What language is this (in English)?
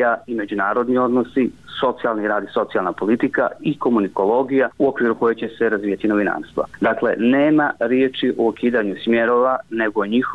Bosnian